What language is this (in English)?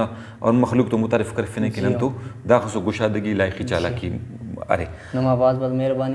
Brahui